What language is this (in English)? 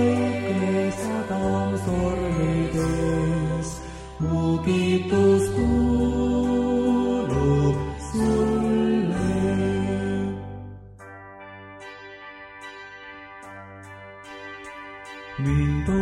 Estonian